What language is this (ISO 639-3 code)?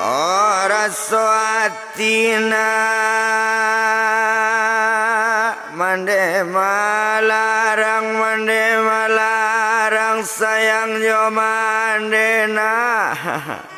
min